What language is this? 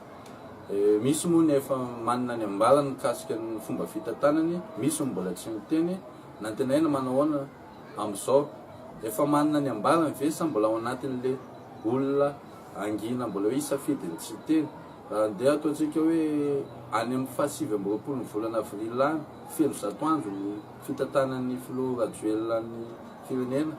Malagasy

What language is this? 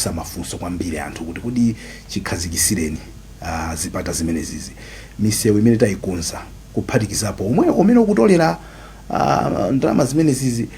Nyanja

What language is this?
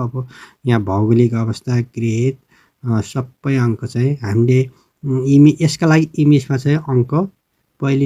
Nepali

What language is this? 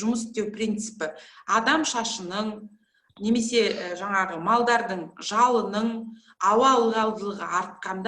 Kazakh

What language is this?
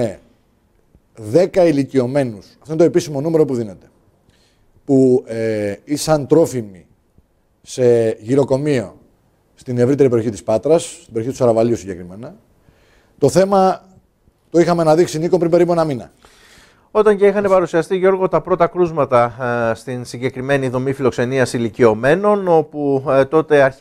Greek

